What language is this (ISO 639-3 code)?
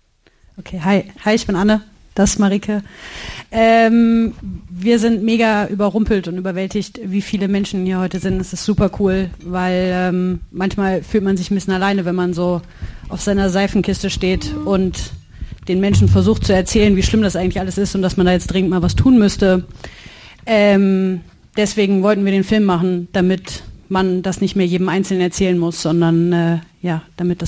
deu